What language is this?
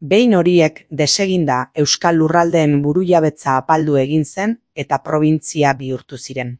Basque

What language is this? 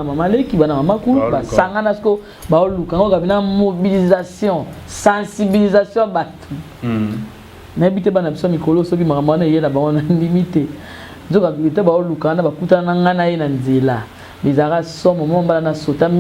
Lingala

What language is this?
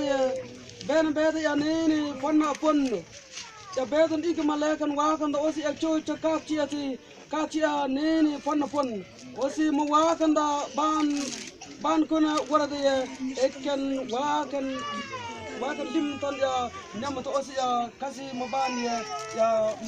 Mabaan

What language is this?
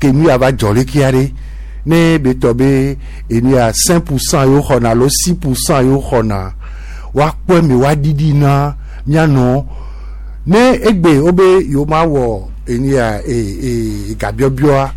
Gen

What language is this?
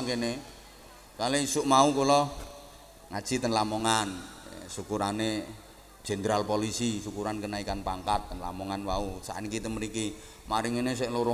Javanese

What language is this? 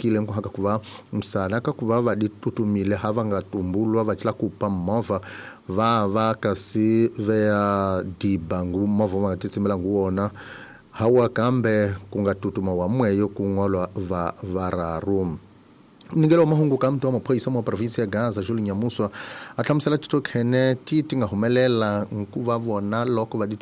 Tsonga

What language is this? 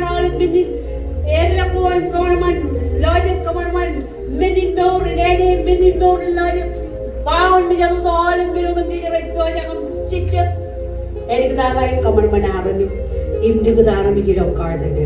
Marshallese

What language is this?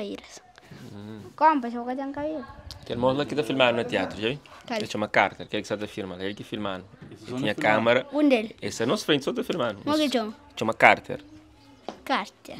Kabuverdianu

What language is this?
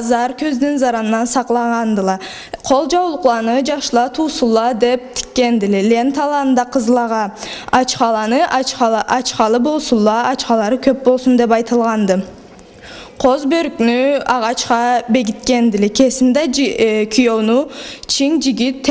Karachay-Balkar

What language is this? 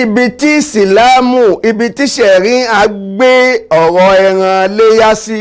Yoruba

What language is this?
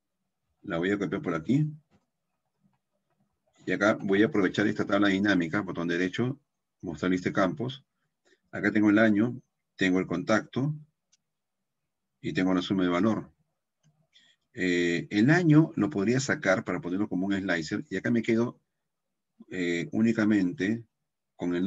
Spanish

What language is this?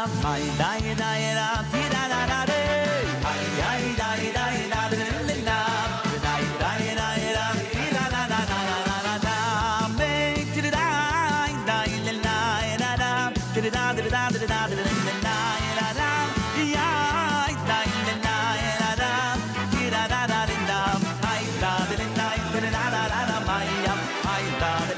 Yiddish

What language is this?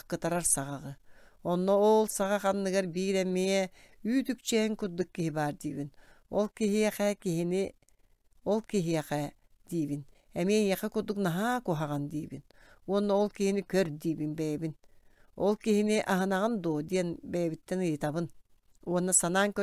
Yakut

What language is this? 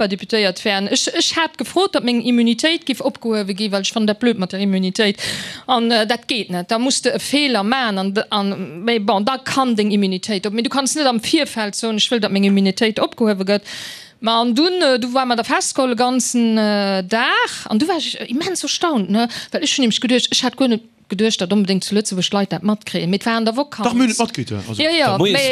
Luxembourgish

